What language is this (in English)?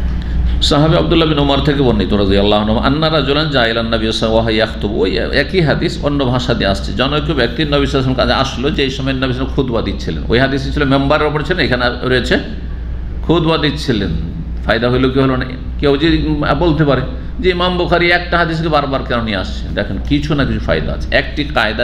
Bangla